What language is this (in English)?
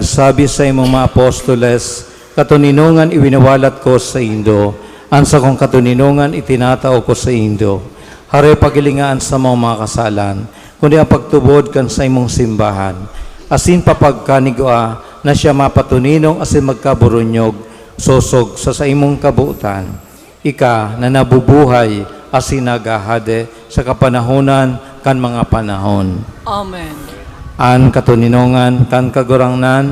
Bikol